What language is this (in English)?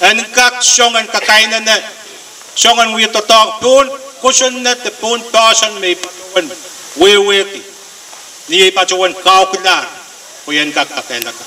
Pohnpeian